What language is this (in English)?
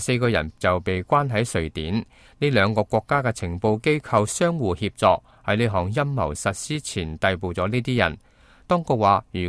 Cantonese